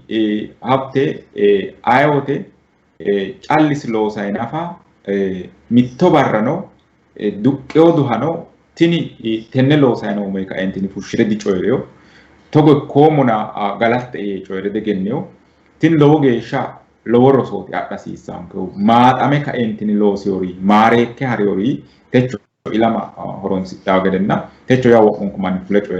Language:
Sidamo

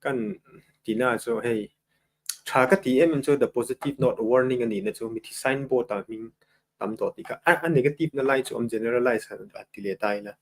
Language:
Mizo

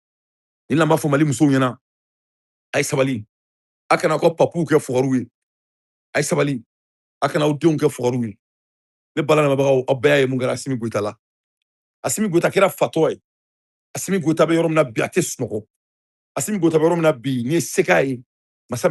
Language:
Bambara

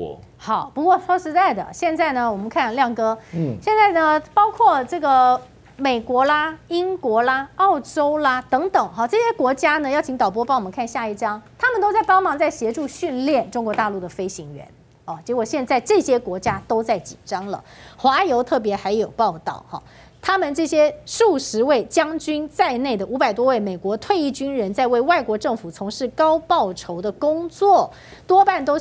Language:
Chinese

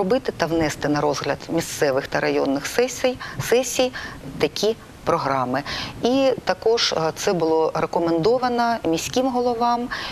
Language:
Ukrainian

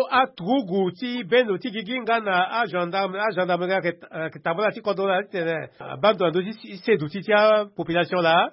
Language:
Sango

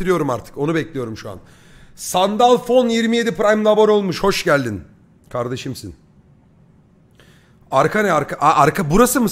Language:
Turkish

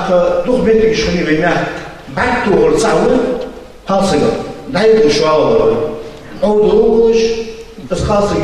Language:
Ingush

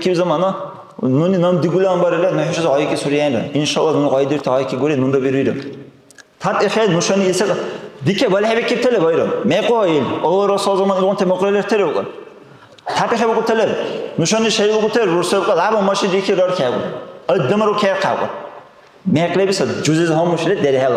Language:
Dargwa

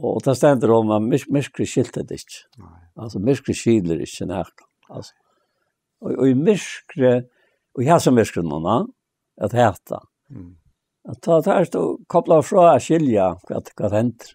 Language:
Faroese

